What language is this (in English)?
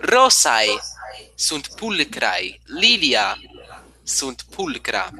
Latin